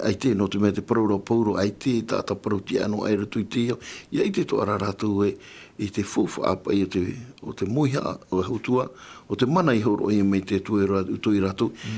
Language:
Tahitian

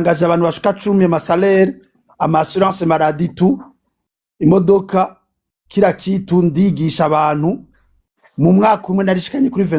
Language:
Rundi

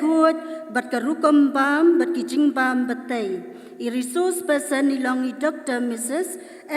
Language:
Khasi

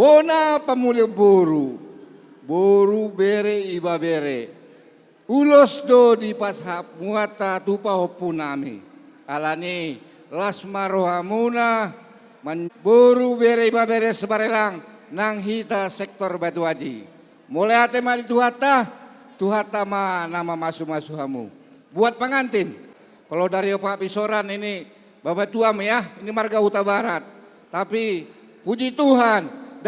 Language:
Batak Toba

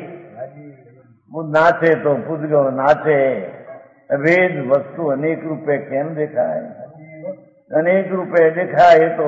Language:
Gujarati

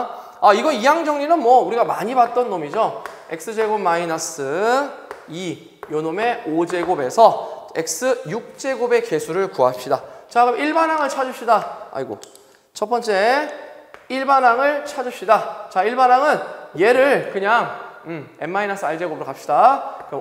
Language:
Korean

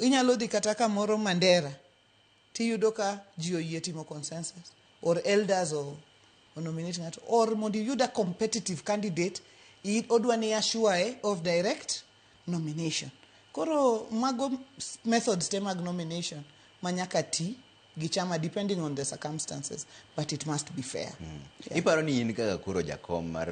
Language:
Luo (Kenya and Tanzania)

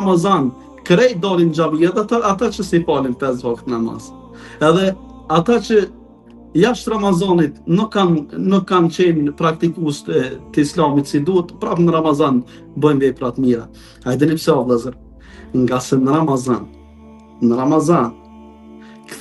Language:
Albanian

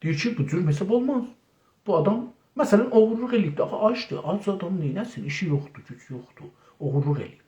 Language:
South Azerbaijani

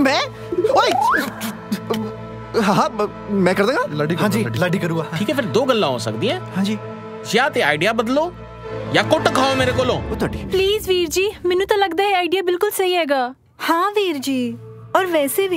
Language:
Punjabi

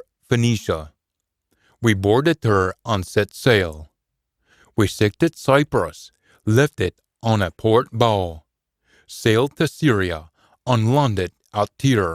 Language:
Scots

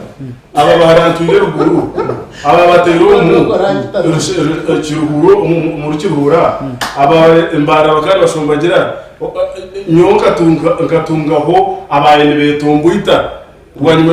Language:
Nyankole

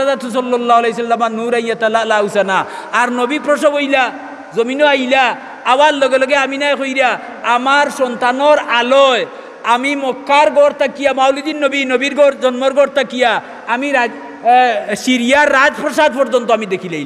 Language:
Sylheti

